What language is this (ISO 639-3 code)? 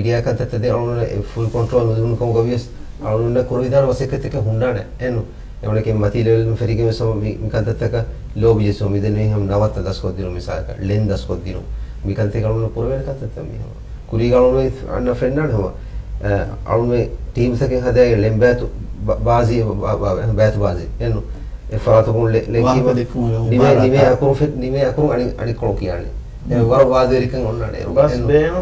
div